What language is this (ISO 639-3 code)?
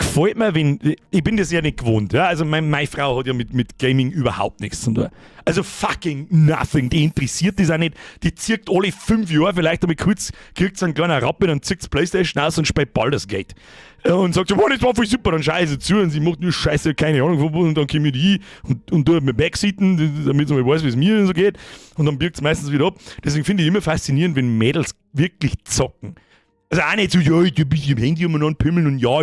bar